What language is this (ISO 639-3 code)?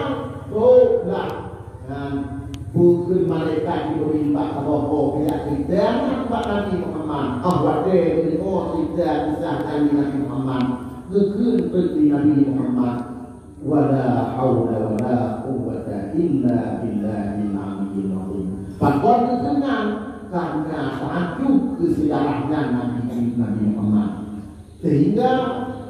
ace